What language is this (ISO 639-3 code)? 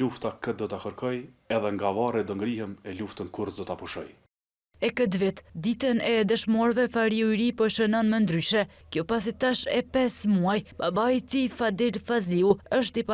sqi